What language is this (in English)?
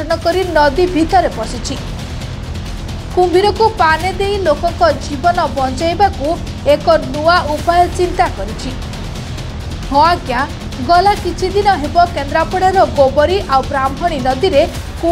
Odia